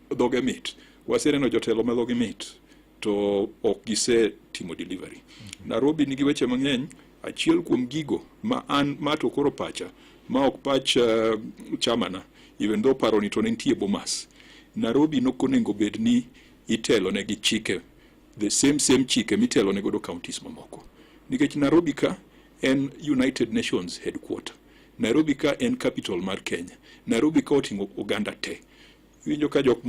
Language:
Luo (Kenya and Tanzania)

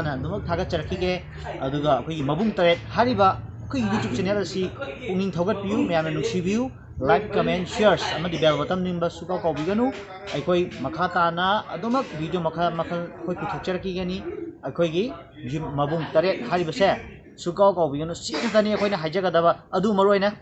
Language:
Manipuri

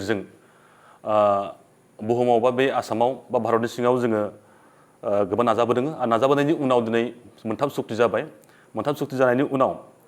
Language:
Bodo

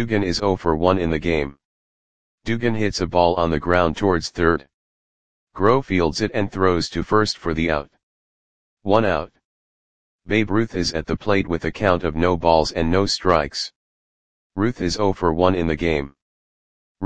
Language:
English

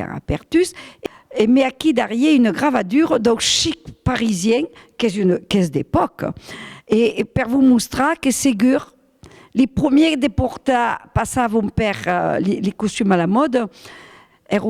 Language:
Occitan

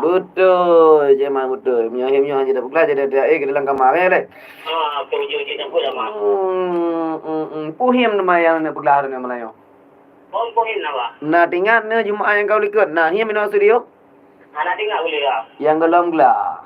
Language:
Achinese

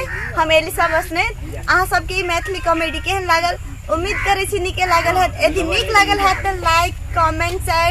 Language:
Maithili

